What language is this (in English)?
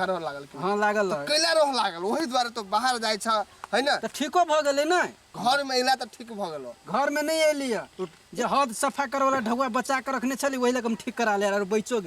Maithili